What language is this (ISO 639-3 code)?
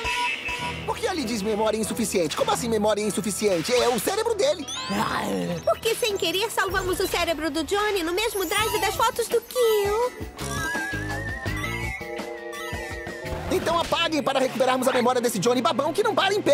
por